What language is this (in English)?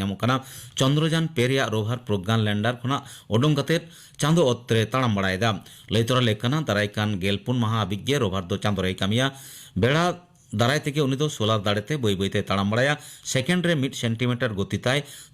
Santali